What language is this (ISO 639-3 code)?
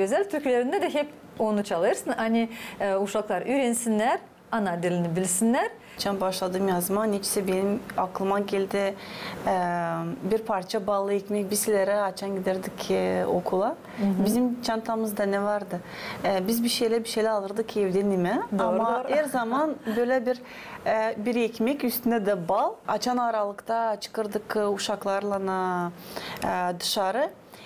gag